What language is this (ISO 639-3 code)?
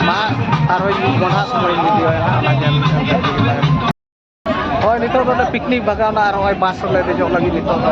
sat